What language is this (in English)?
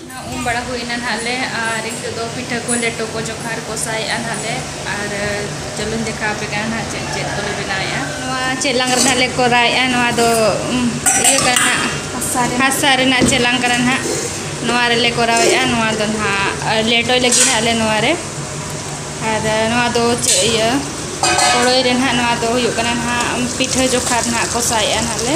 Santali